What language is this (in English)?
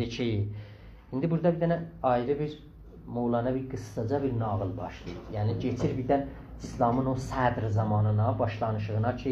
South Azerbaijani